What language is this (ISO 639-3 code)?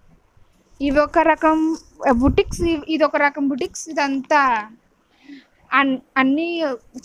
tel